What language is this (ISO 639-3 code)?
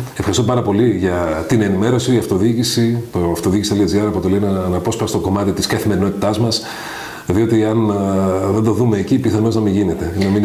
ell